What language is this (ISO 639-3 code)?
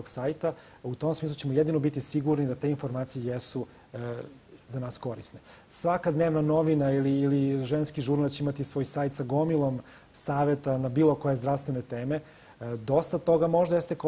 srp